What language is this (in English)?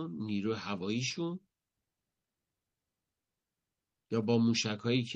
Persian